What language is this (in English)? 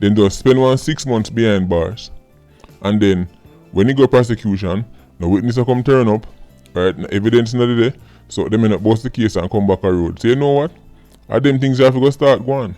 Jamaican Creole English